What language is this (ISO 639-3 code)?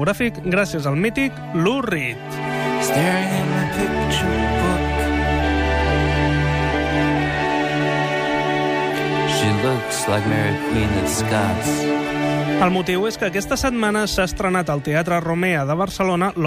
cat